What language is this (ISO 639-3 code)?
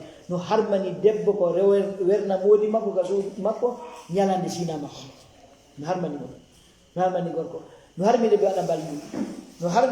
ful